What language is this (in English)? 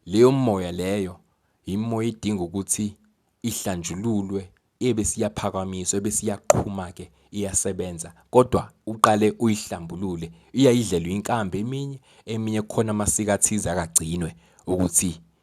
Zulu